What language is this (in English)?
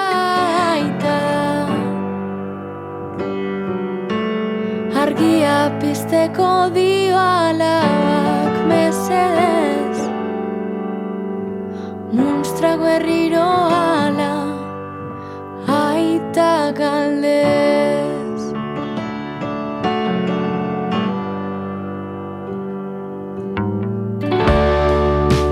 Basque